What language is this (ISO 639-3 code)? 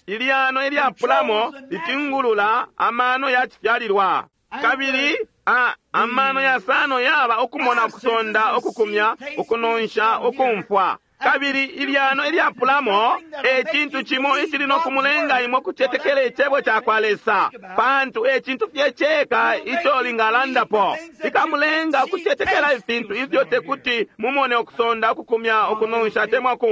bem